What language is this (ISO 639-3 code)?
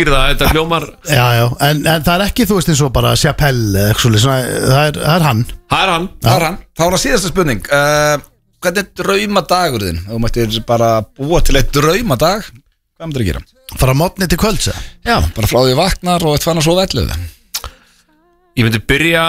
isl